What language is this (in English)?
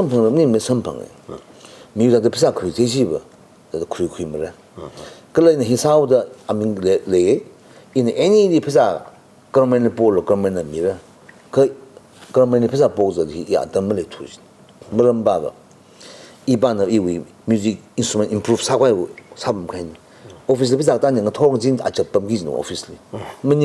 Tangkhul Naga (India)